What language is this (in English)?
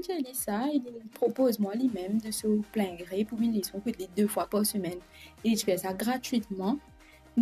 Morisyen